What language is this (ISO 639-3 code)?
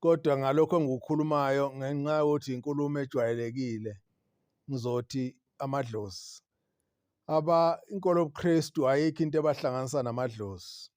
zul